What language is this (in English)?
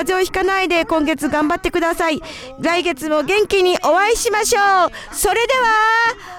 Japanese